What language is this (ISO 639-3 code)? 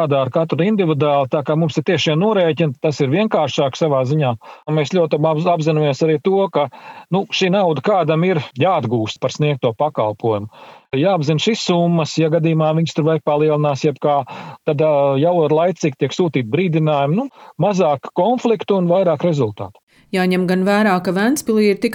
lav